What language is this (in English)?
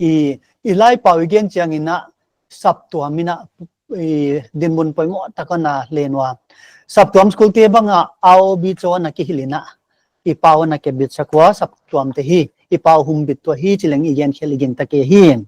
Paite Chin